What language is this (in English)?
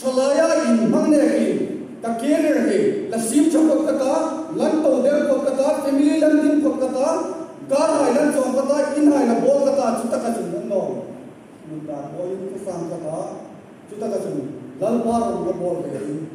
Hmar